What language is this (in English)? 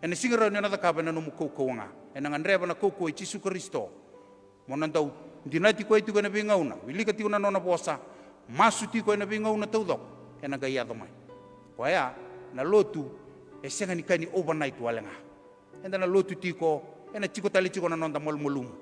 Fijian